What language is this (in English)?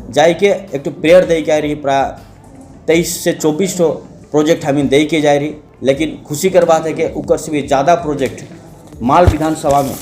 Sadri